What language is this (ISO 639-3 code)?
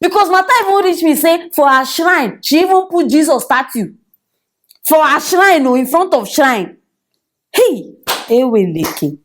pcm